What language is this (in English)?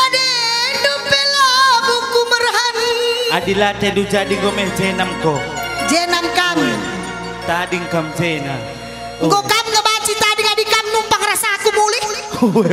Batak Karo